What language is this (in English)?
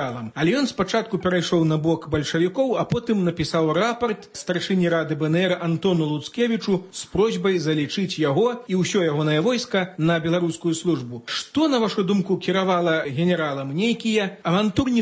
Belarusian